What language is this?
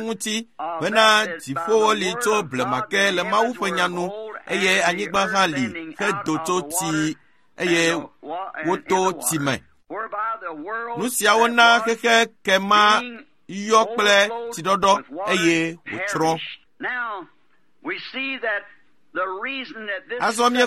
Ewe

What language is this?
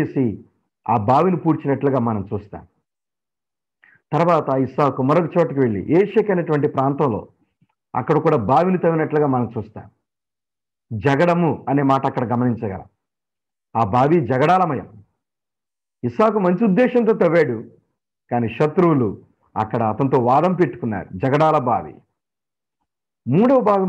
Telugu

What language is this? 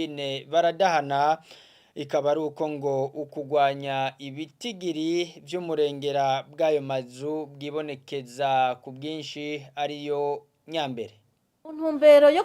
Rundi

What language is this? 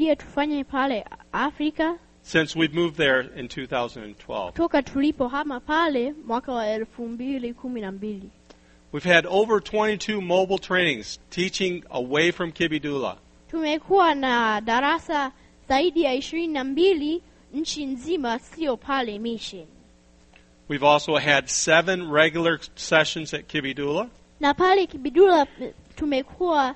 Swahili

